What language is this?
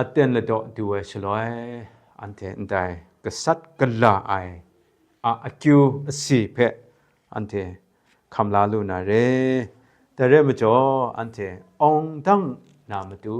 Kachin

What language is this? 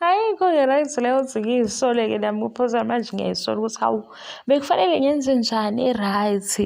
Zulu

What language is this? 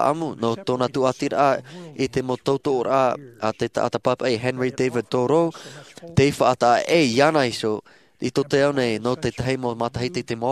Tahitian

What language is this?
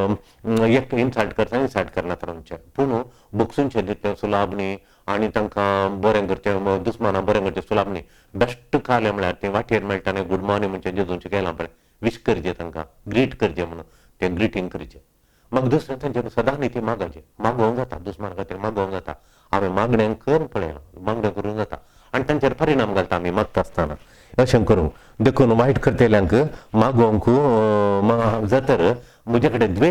Konkani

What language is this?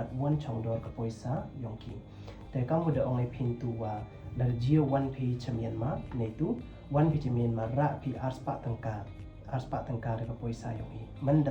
Pnar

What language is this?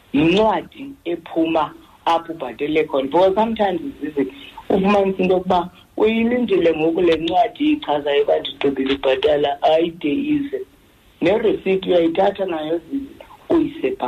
Xhosa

